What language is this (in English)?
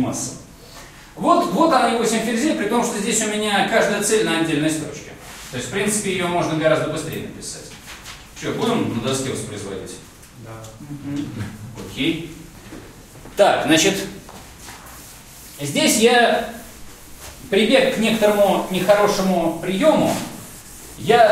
Russian